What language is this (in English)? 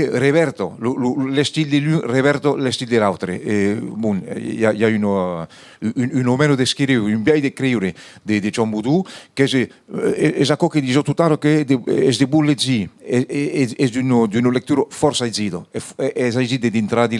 Occitan